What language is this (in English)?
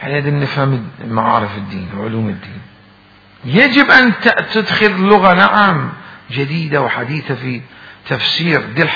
Mesopotamian Arabic